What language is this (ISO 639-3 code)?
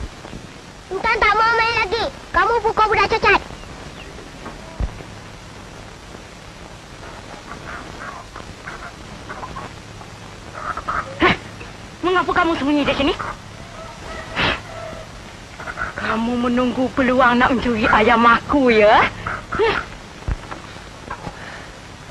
msa